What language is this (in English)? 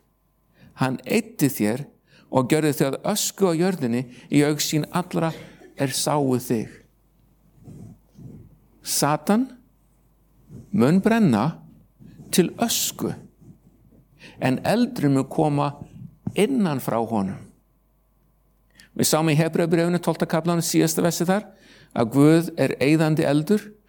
Icelandic